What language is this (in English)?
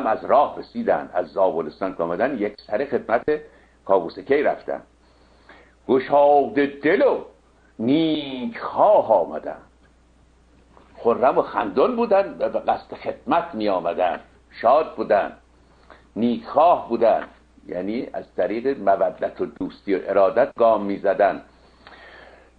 Persian